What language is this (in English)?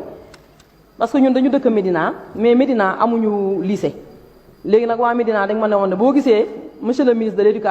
Wolof